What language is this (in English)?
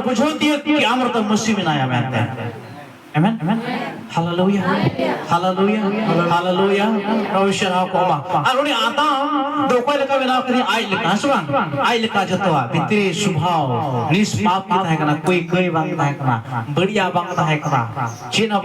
Santali